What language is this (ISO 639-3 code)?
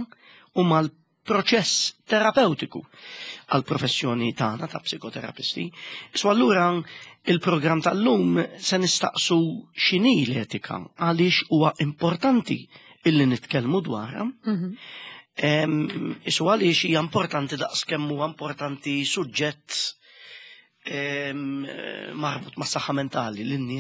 mlt